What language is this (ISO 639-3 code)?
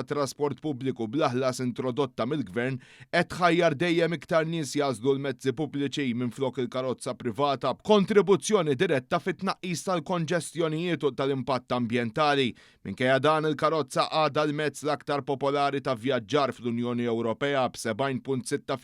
mlt